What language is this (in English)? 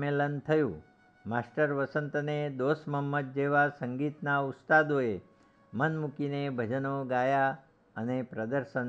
Gujarati